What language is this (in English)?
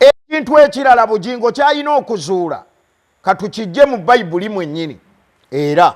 Ganda